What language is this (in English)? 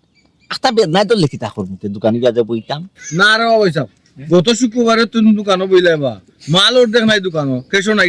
Sylheti